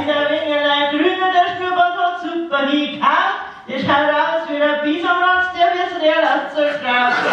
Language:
Bavarian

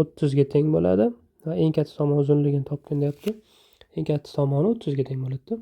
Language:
Uzbek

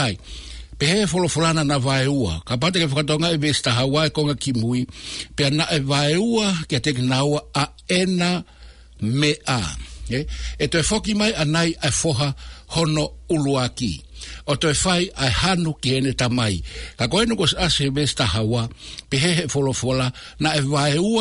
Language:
Tongan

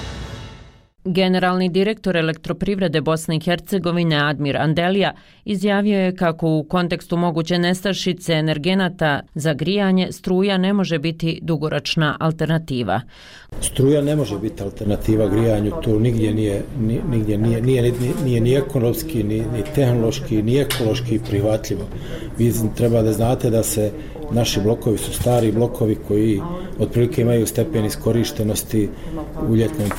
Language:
Bosnian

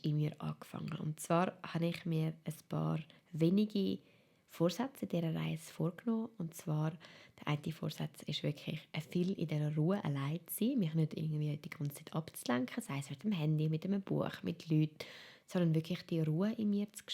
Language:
Swiss German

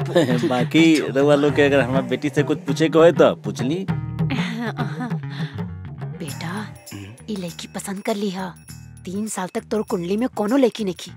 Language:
Bhojpuri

